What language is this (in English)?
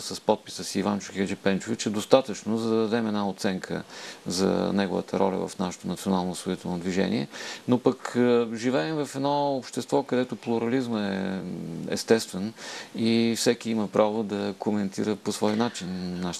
Bulgarian